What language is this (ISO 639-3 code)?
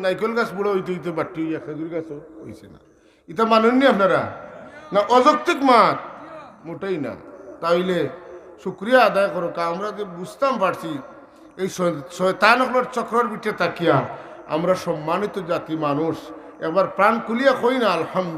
syl